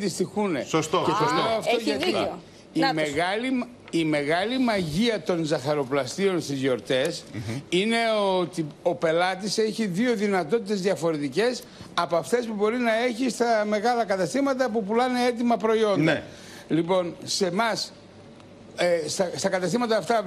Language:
Greek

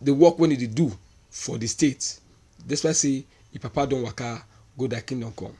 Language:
Nigerian Pidgin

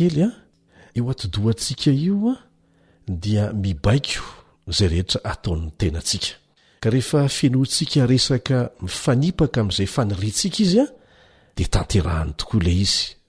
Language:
Malagasy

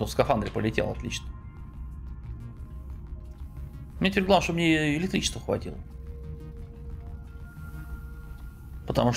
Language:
Russian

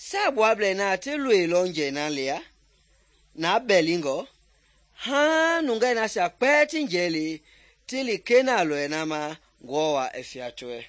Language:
Mende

